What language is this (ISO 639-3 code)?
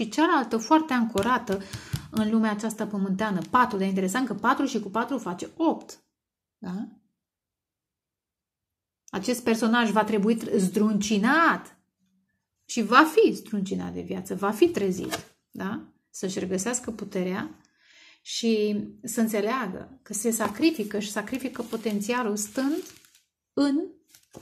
ron